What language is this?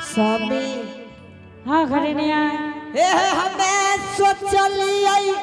Angika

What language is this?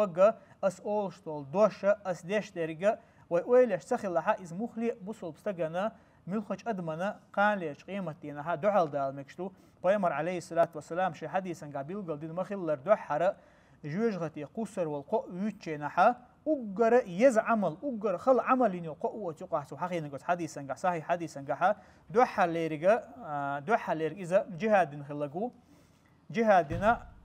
Chechen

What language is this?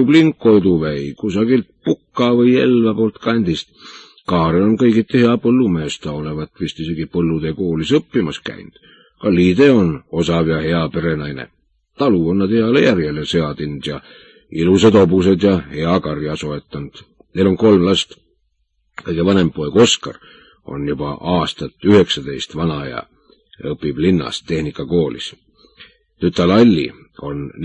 Estonian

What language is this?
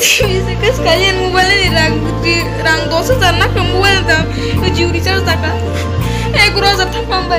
Kok Borok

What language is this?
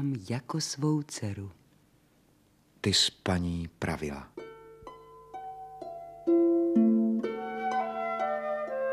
Czech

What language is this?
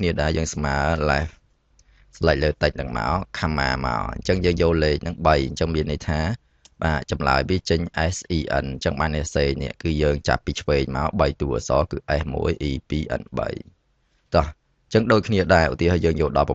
Khmer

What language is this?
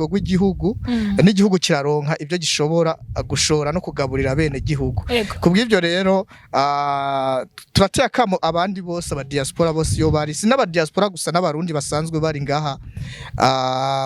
Rundi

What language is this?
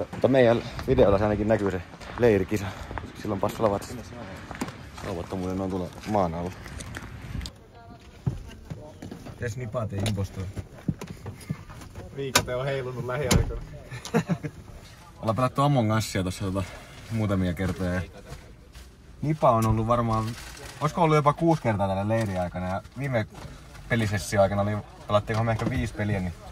Finnish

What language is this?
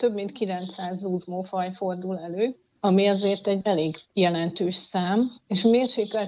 Hungarian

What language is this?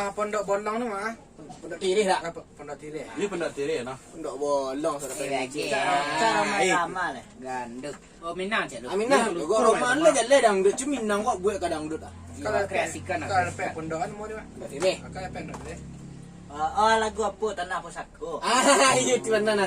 Minangkabau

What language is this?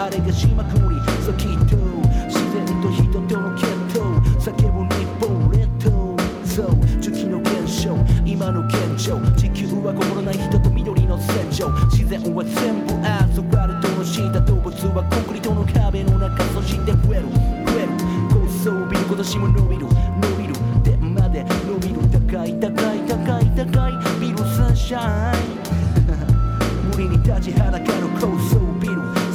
Japanese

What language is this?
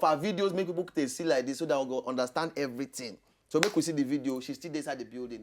Nigerian Pidgin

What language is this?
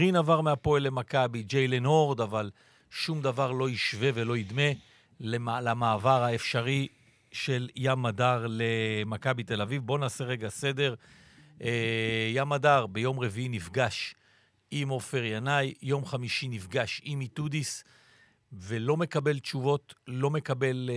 Hebrew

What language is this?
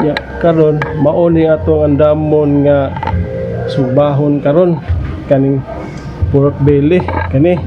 Cebuano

